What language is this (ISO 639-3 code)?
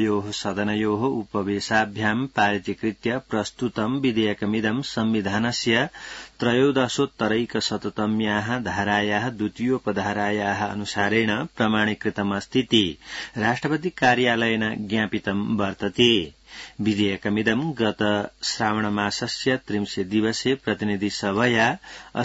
san